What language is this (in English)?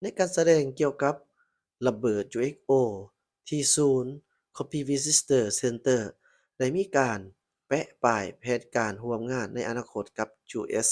Lao